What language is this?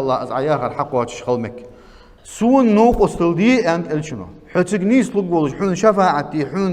Ingush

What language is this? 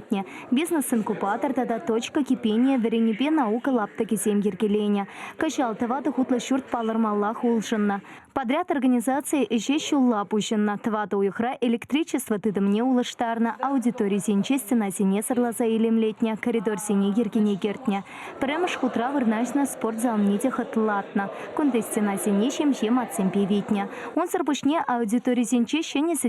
Chuvash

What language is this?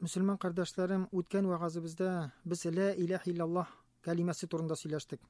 Tatar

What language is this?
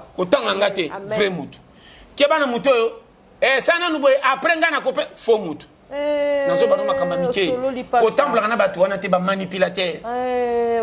Lingala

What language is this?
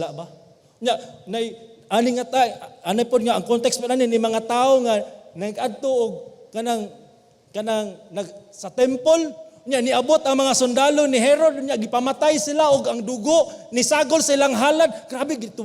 Cebuano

